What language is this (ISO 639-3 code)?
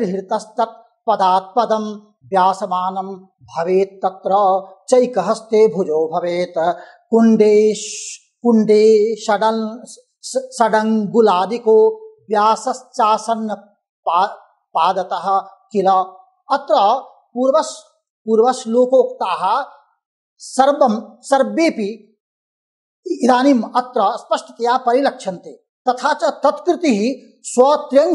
san